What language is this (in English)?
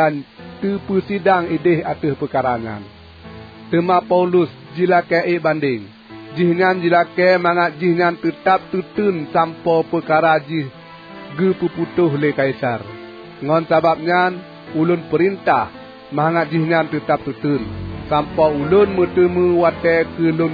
Achinese